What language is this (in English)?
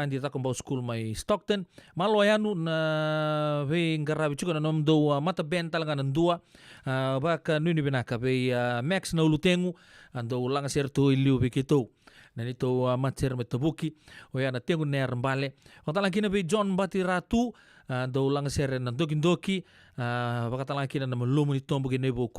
Fijian